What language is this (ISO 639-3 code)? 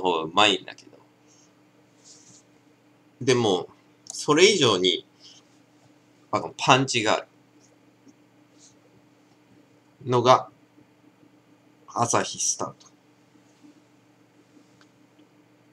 jpn